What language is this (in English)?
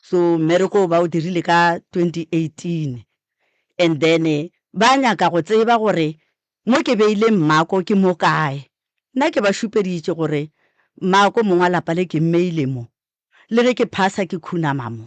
Northern Sotho